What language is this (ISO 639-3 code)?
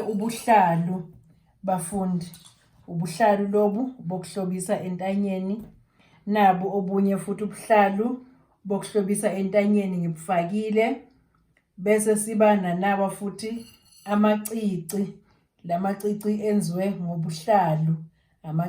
zul